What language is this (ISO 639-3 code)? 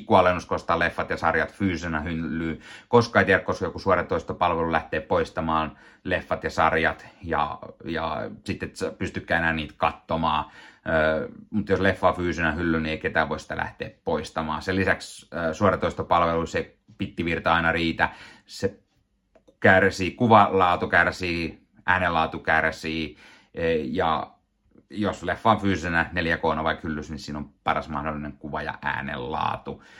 fin